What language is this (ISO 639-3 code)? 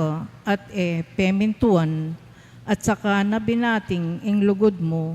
pam